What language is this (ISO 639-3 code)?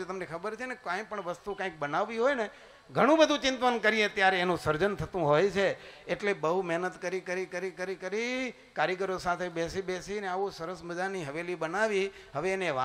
guj